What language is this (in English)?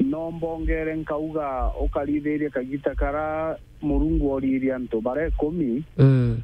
Meru